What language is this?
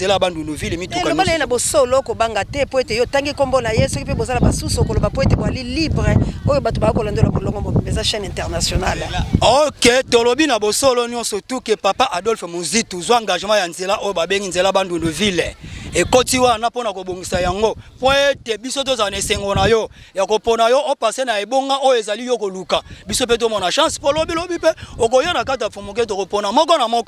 Lingala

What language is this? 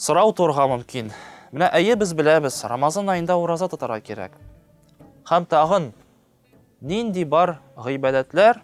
Tatar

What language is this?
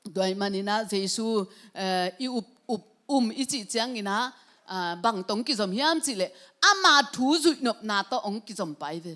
Tedim Chin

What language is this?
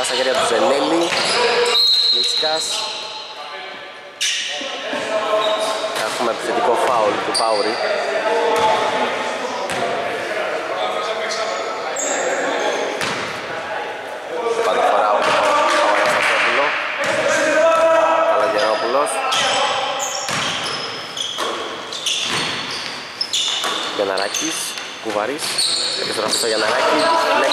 Greek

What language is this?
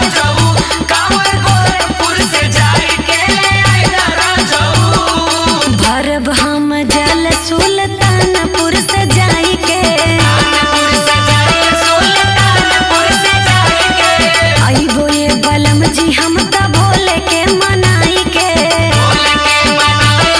Bhojpuri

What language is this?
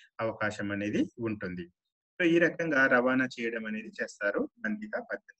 Telugu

